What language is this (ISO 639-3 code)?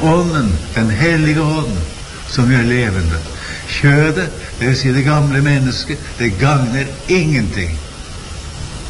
nor